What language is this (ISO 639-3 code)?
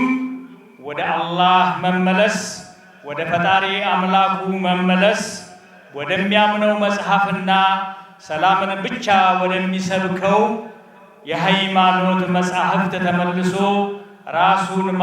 amh